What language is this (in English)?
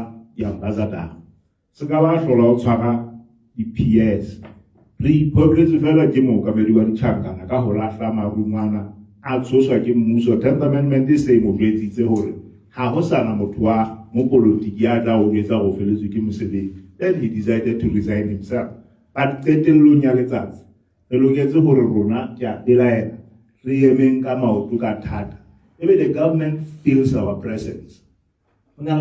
Southern Sotho